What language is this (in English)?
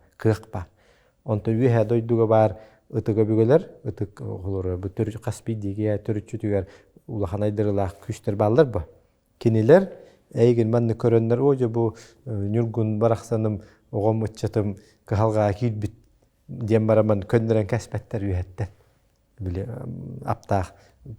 Yakut